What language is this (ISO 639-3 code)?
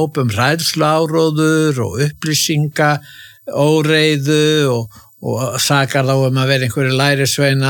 isl